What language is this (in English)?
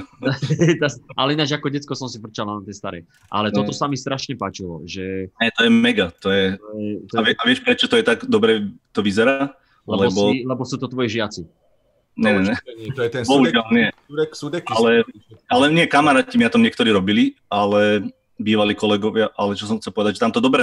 Slovak